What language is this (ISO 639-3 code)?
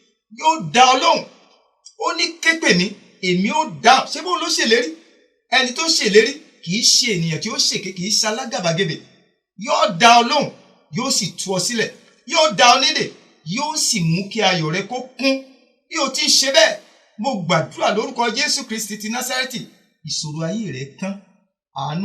yor